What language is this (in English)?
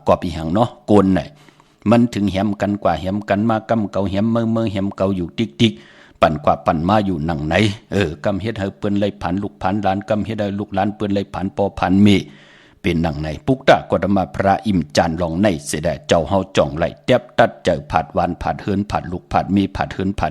Shan